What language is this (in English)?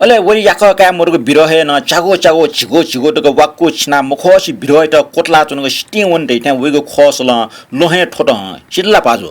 Newari